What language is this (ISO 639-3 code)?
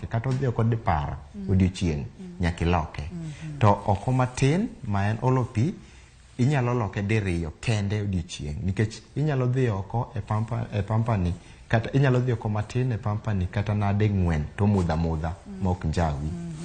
luo